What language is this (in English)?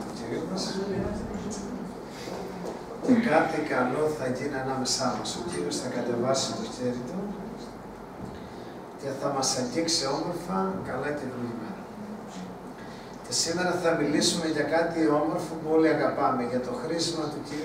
Greek